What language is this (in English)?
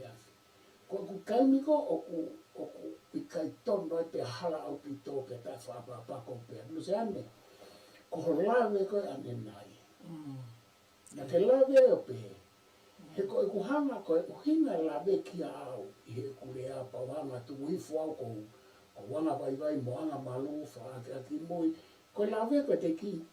Tongan